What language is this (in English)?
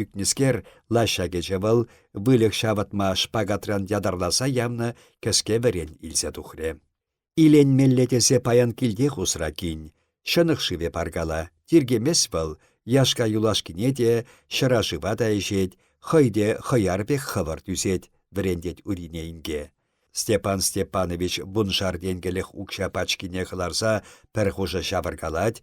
Chuvash